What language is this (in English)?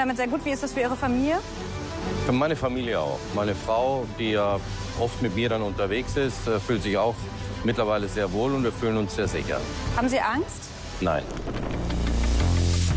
German